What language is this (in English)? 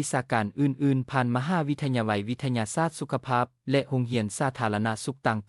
Lao